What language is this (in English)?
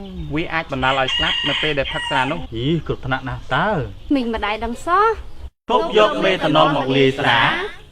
Khmer